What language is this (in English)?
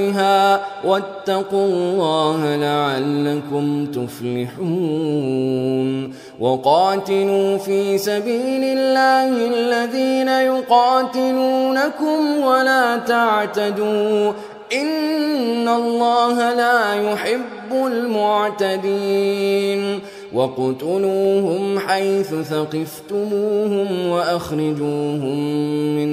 Arabic